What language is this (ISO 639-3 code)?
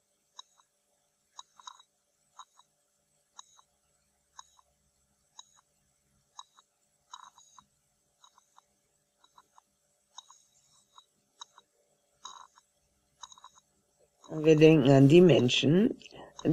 deu